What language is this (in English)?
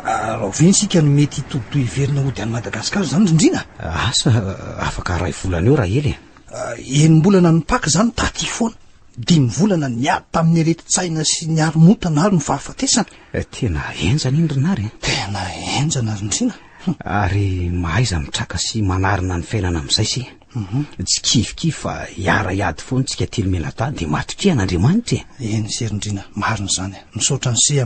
Malagasy